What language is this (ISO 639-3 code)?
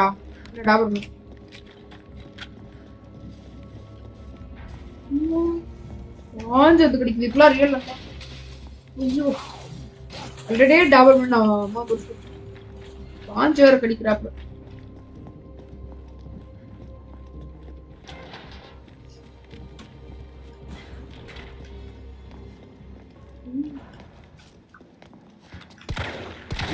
tam